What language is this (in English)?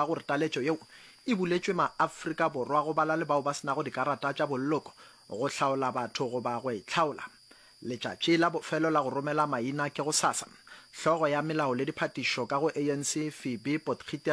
Northern Sotho